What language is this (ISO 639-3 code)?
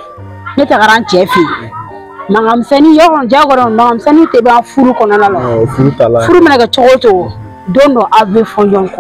bam